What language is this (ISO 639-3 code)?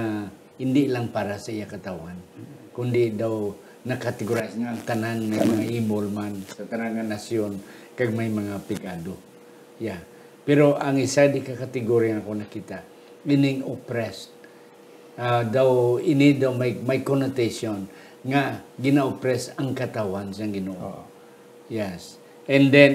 hil